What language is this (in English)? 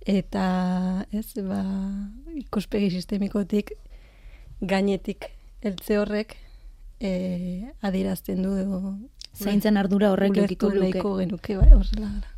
Basque